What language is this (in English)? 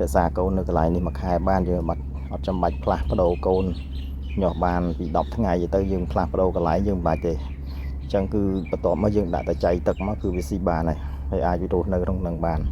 Khmer